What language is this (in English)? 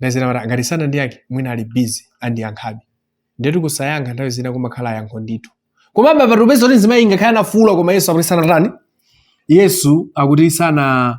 Nyanja